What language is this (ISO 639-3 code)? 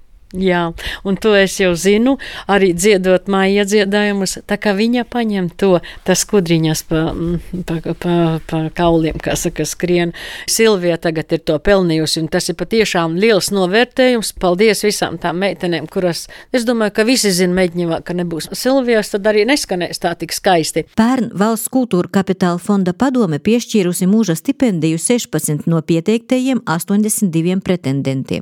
lav